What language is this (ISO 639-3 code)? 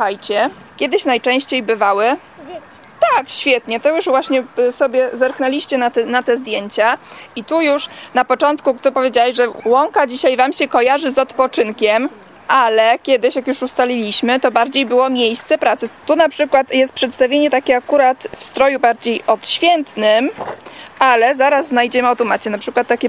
pol